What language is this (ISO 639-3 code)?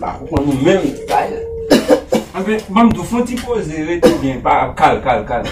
hat